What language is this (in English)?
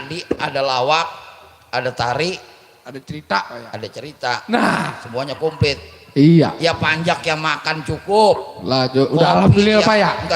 Betawi